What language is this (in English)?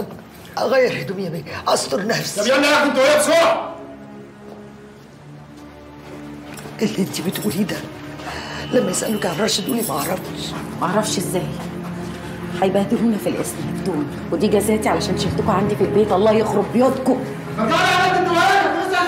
Egyptian Arabic